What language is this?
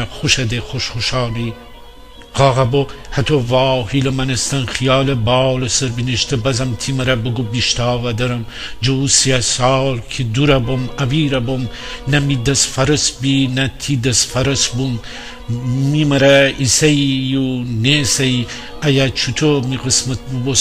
Gilaki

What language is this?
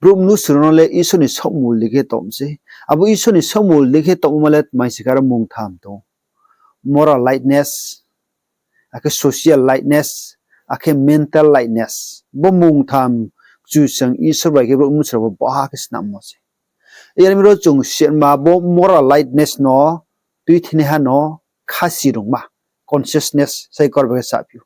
Riang (India)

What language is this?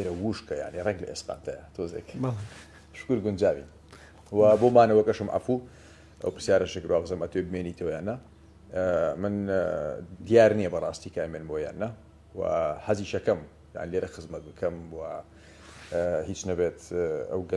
Central Kurdish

